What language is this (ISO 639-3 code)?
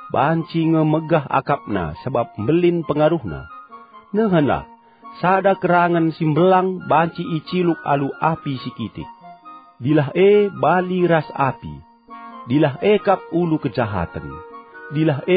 btx